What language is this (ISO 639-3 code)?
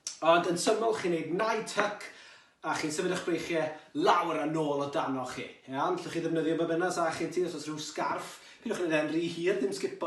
cym